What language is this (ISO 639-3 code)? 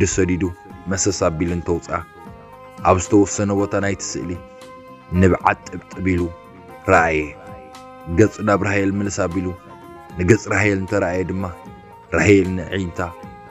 tir